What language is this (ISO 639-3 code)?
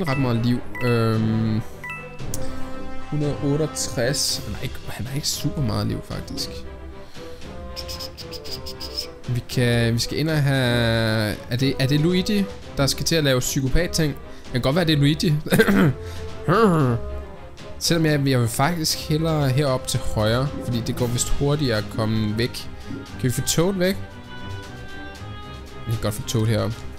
dan